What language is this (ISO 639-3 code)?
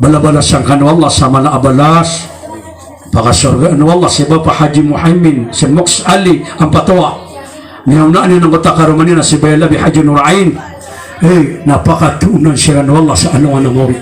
mrw